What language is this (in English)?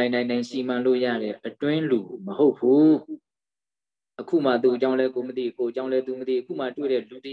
Burmese